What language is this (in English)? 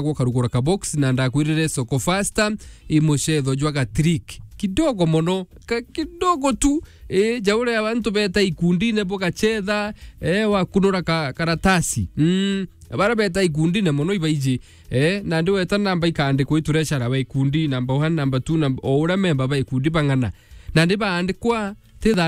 Meru